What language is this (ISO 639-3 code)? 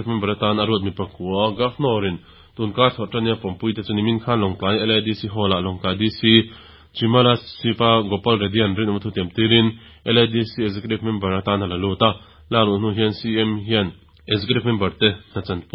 lus